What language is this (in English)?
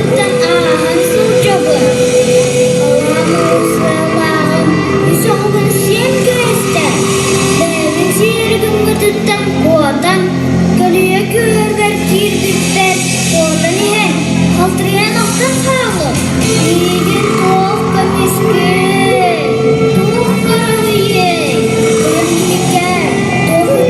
Yakut